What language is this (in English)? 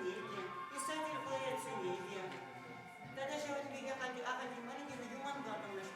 Chuvash